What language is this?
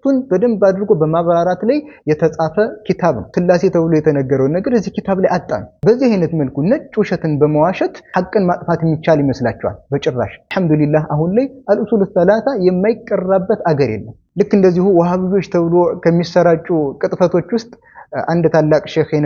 Amharic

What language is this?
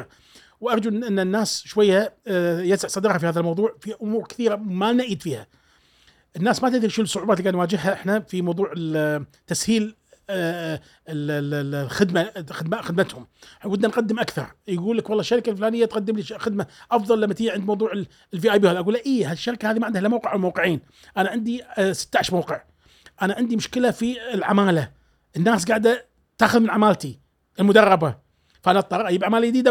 Gulf Arabic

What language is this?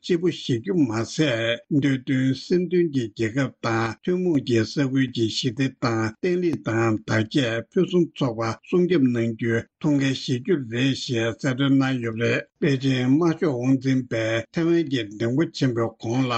Tibetan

